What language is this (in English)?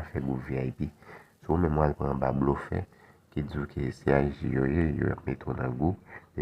Haitian Creole